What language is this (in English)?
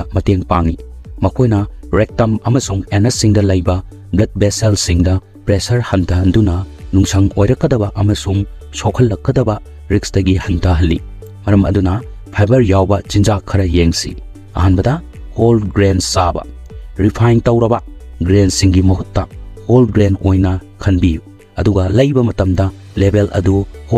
Manipuri